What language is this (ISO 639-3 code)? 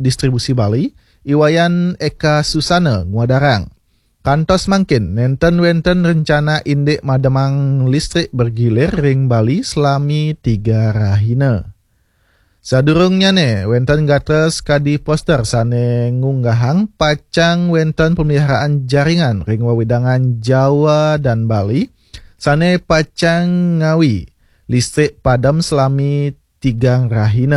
ban